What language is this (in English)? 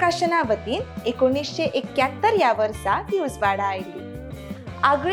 Konkani